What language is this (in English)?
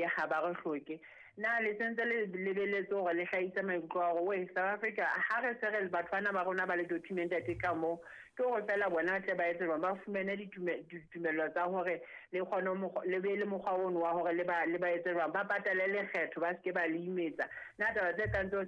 Southern Sotho